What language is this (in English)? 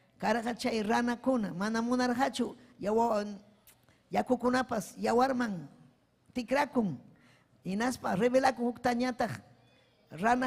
Ayacucho Quechua